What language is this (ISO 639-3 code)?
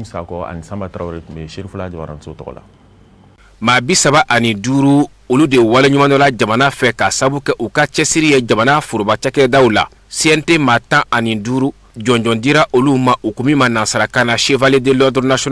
bam